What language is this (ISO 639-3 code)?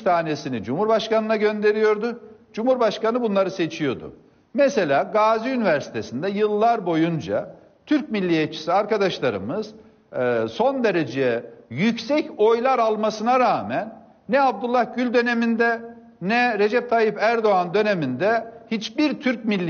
tur